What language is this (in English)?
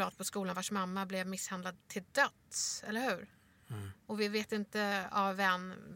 Swedish